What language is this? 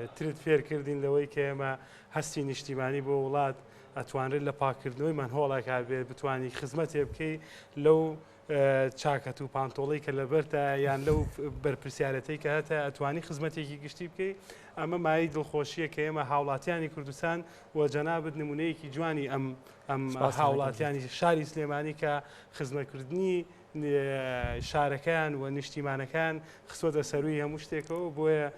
Central Kurdish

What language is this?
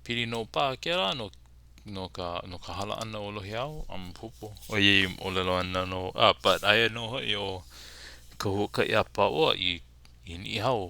Hawaiian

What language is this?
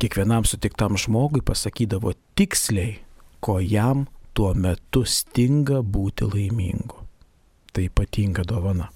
Lithuanian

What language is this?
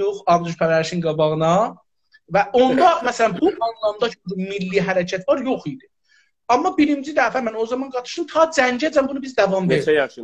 South Azerbaijani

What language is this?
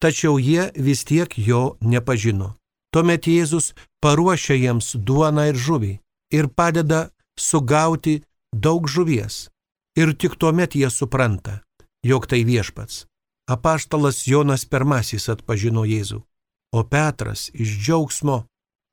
Lithuanian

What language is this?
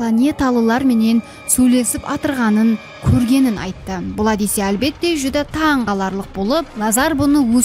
Kara-Kalpak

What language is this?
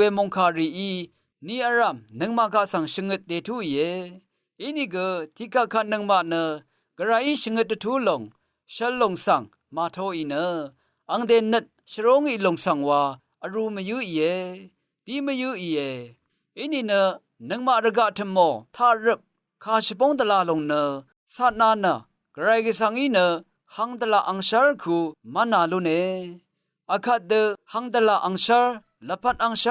Rawang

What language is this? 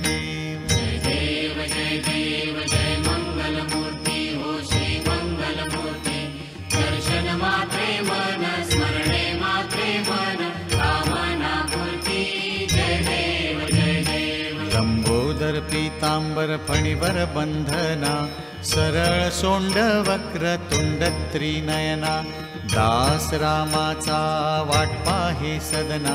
Marathi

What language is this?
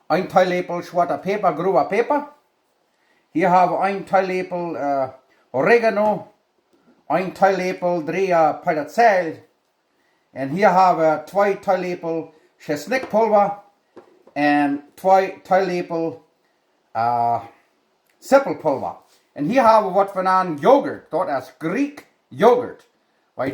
Plautdietsch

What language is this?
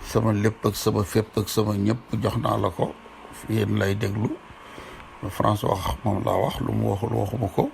Wolof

